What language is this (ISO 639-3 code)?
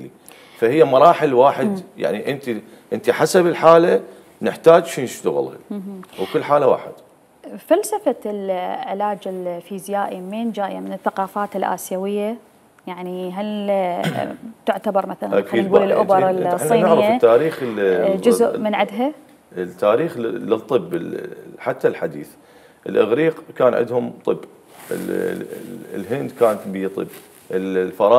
acm